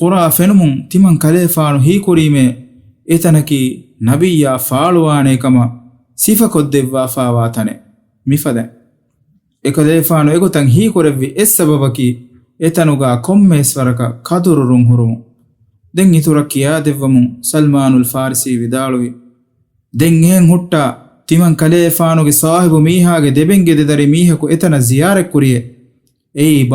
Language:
Divehi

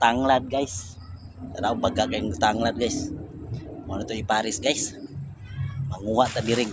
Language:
Cebuano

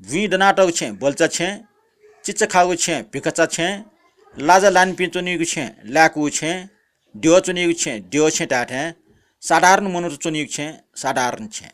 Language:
Newari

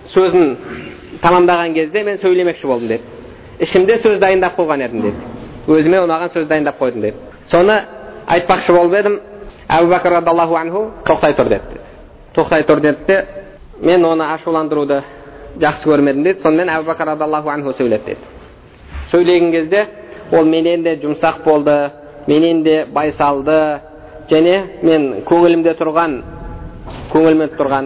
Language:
Kazakh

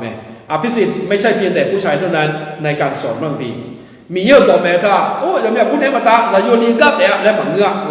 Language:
Akha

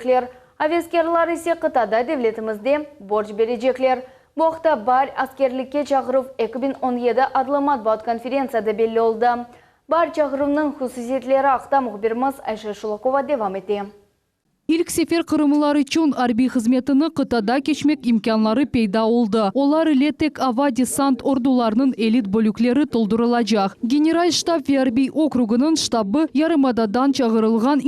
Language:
Crimean Tatar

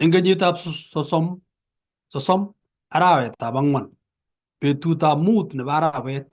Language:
Kalenjin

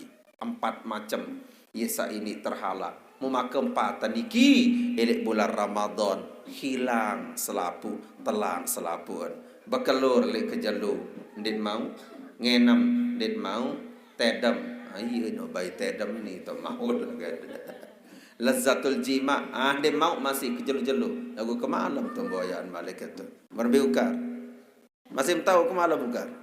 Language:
Sasak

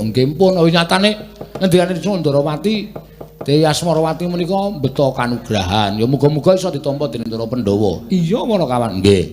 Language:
Javanese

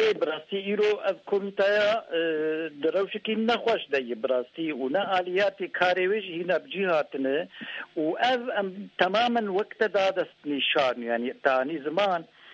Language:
Kurdish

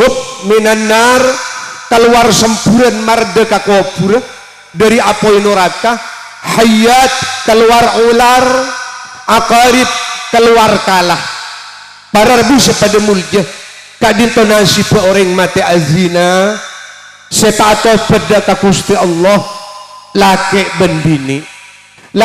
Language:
Madurese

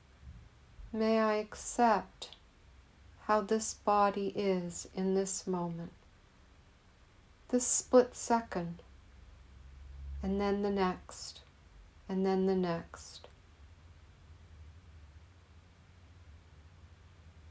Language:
English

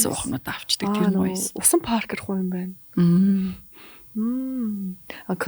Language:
Mongolian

